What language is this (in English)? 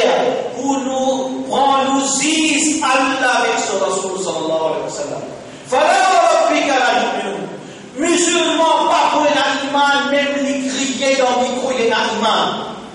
Morisyen